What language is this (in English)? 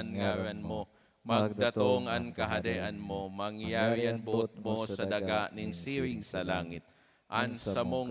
Bikol